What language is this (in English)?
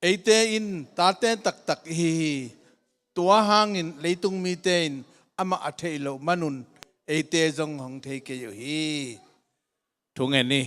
Tedim Chin